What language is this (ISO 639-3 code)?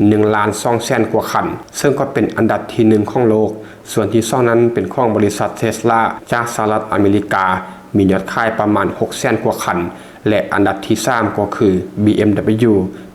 lao